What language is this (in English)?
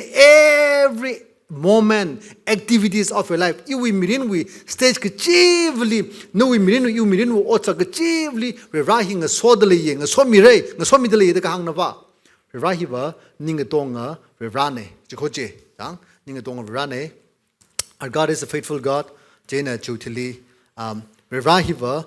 Tangkhul Naga (India)